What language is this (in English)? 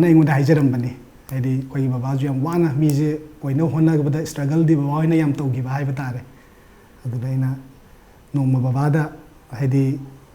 Manipuri